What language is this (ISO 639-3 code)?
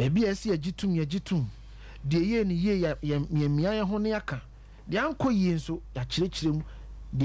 aka